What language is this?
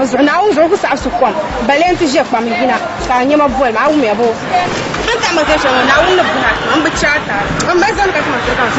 Dagbani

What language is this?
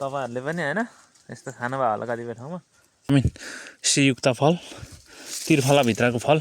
Nepali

